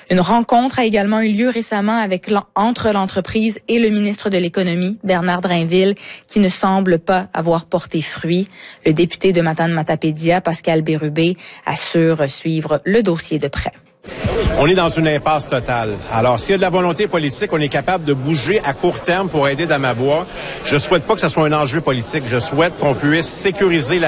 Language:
French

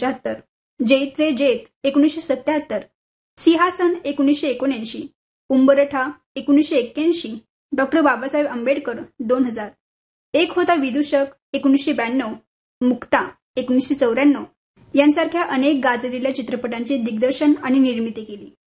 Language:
Marathi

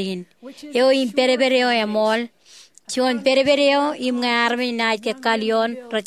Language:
Marshallese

